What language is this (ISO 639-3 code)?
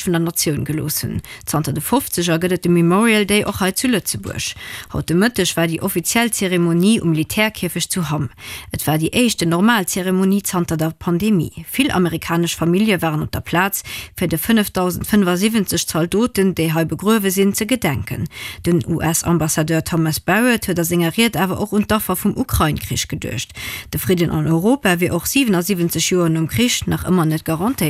ltz